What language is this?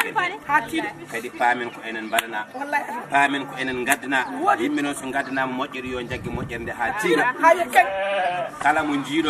Fula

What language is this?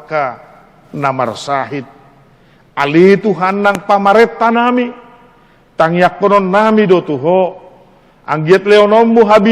Batak Toba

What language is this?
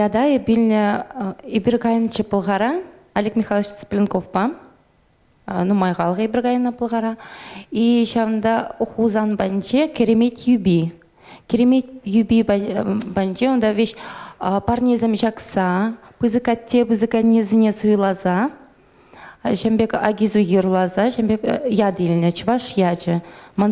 Chuvash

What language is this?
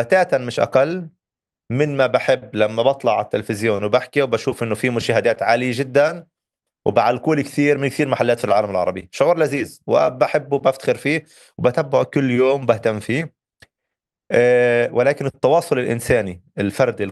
North Levantine Arabic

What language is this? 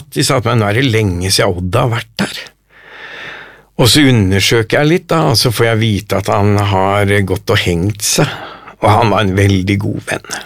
Norwegian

